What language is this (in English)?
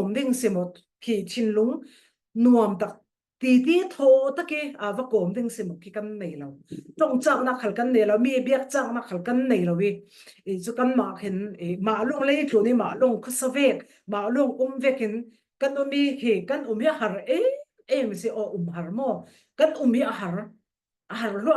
Falam Chin